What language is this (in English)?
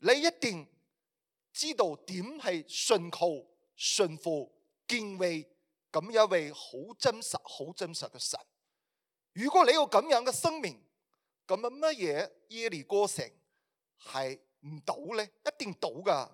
Cantonese